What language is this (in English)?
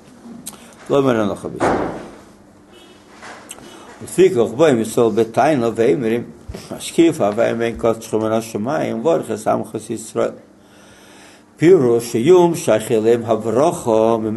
Hebrew